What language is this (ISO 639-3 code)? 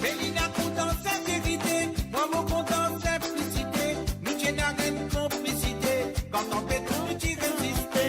mfe